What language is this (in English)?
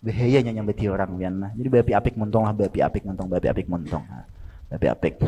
Banjar